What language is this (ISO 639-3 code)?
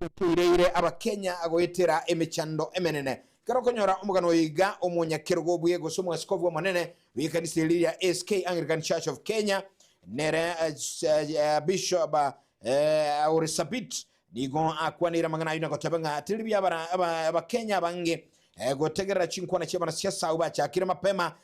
guz